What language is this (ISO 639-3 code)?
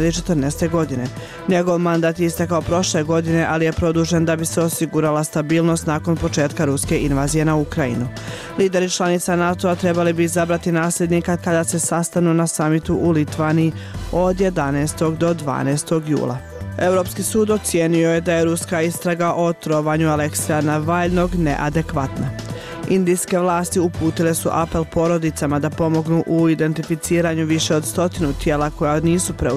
bos